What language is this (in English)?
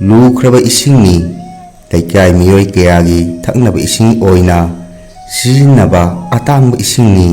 Manipuri